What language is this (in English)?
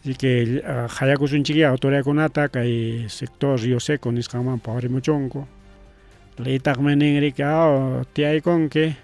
Ayacucho Quechua